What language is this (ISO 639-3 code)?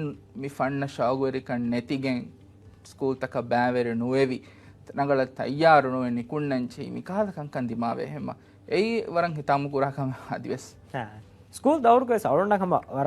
div